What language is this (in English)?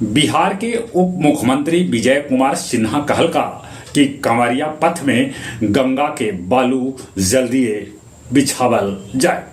Magahi